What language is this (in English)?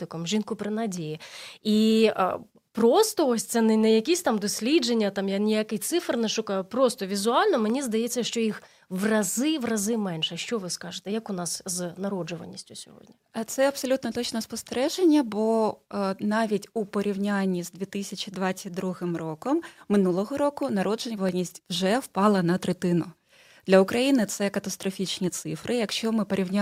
Ukrainian